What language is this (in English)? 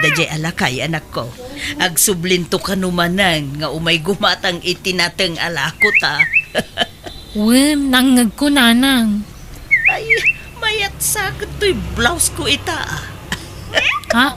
Iloko